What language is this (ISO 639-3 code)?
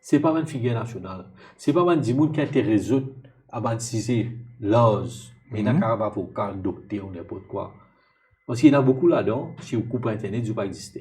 mfe